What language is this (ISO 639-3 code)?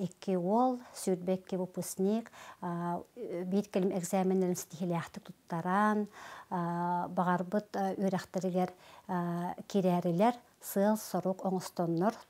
sah